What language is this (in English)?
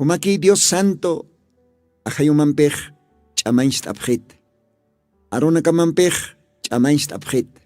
Aymara